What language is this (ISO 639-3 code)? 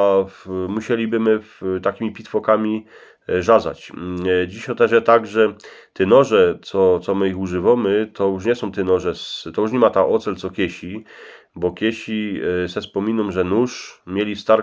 szl